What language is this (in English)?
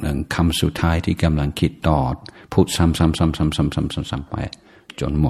Thai